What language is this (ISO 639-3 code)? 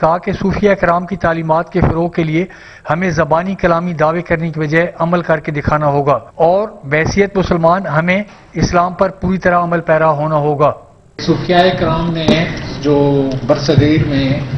urd